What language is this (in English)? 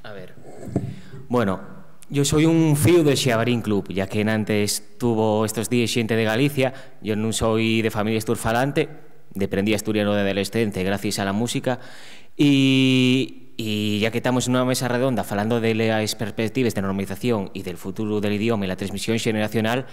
Asturian